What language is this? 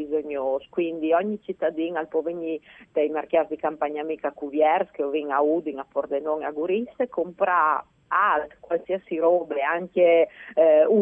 Friulian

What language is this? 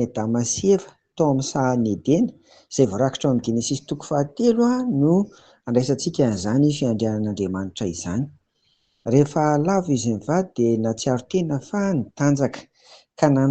Malagasy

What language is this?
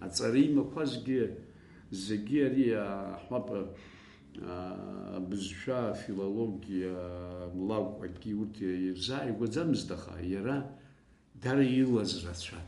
Abkhazian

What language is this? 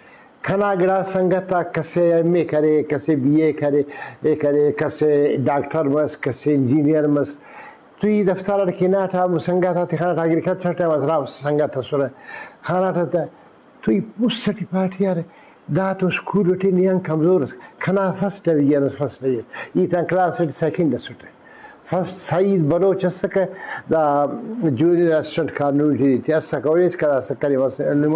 Brahui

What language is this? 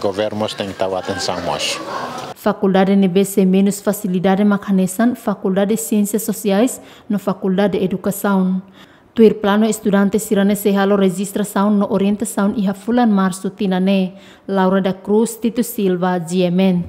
Tetum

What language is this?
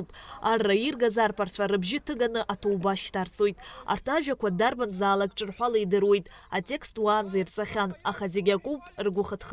Abkhazian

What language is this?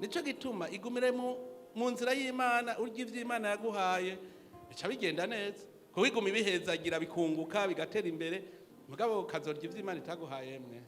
Rundi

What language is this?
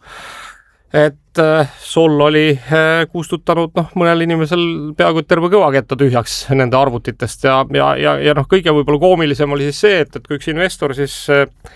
Estonian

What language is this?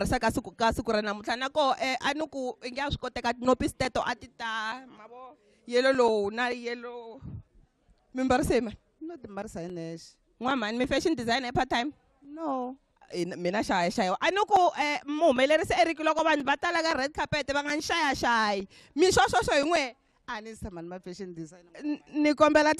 Tsonga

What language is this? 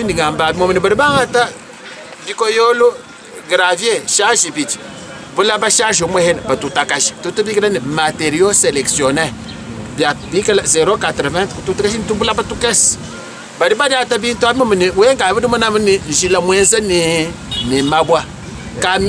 Luba-Lulua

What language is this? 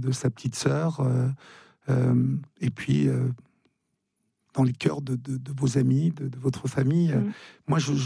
French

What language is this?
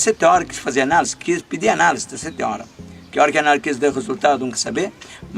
Kabuverdianu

